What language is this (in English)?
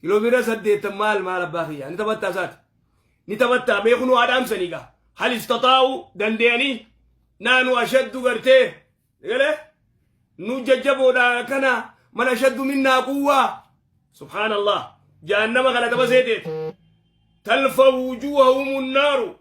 Oromo